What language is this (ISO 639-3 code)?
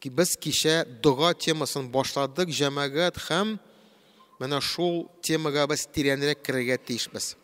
tat